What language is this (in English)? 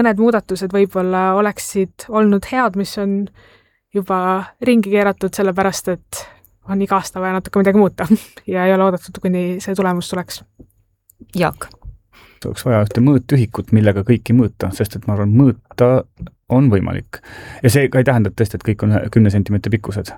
Estonian